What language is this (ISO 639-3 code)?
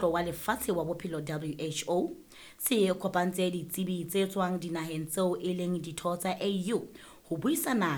sot